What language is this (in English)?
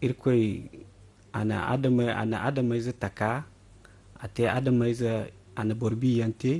Zarma